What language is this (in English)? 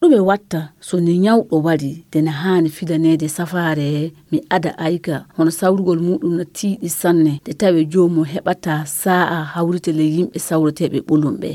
Fula